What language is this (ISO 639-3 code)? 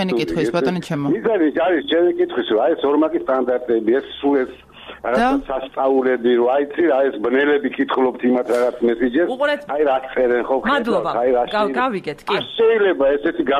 kat